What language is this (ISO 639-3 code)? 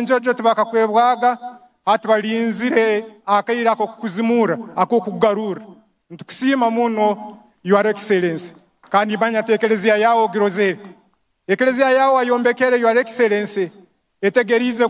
nyn